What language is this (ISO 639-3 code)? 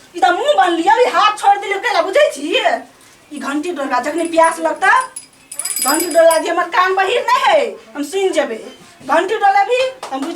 mai